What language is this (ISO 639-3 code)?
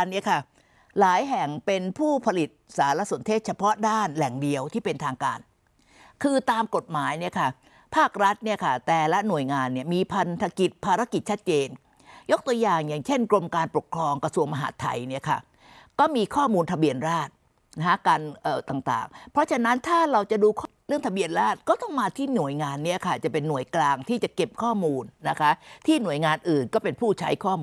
tha